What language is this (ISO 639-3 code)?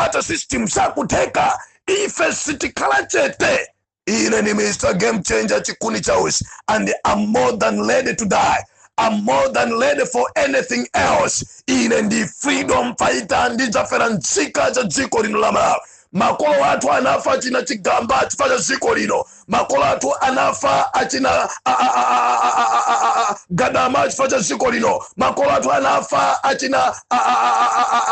nya